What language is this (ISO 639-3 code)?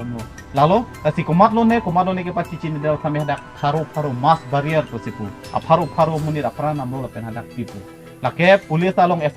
mjw